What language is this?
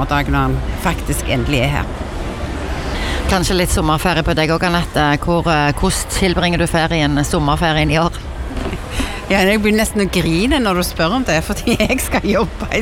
Norwegian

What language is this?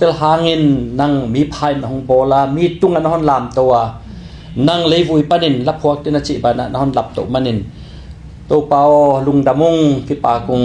Tedim Chin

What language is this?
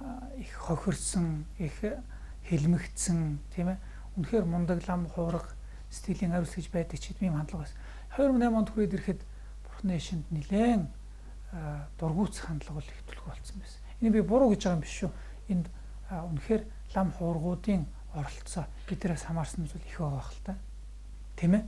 Mongolian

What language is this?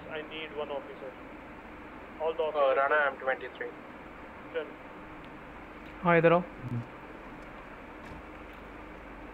Hindi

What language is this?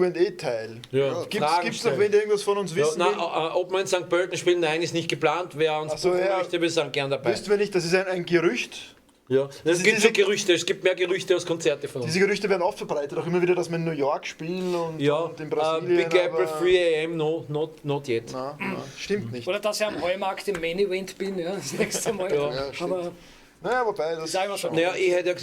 Bavarian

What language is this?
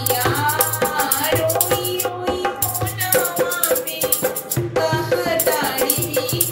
Bhojpuri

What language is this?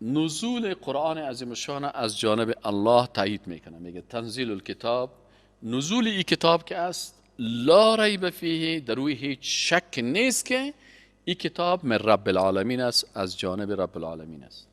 Persian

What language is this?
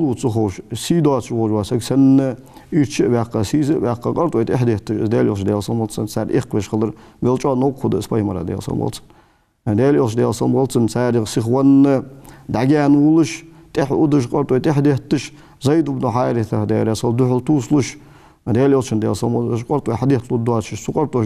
Ingush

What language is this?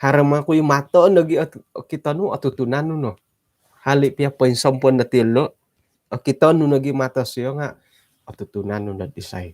Central Dusun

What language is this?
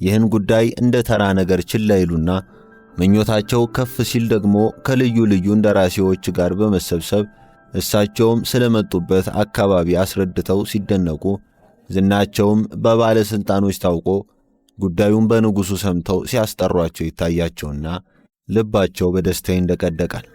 Amharic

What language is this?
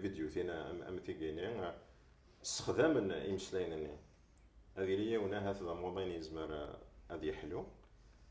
Kabyle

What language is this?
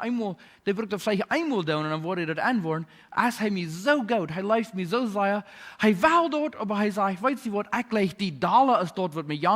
Plautdietsch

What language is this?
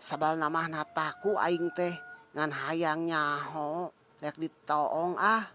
Sundanese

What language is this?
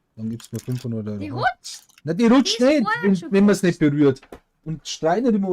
Bavarian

